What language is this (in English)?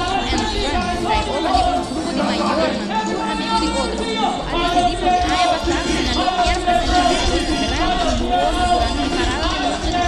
Papiamento